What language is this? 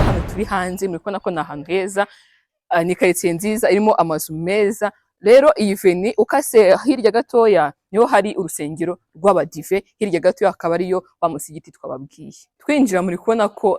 Kinyarwanda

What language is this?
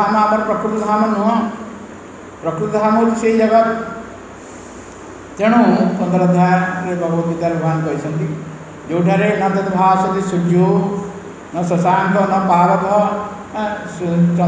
Odia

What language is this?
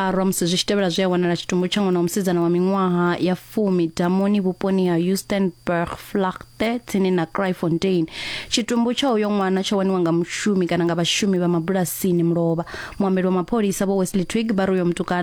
Venda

